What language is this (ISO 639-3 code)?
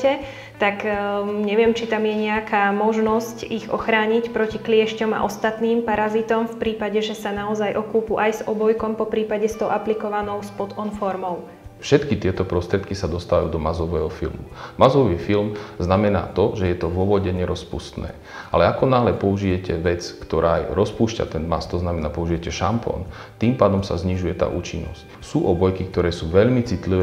slk